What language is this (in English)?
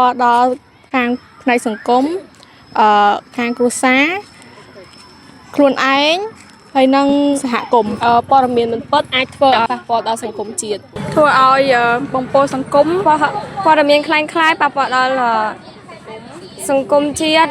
Khmer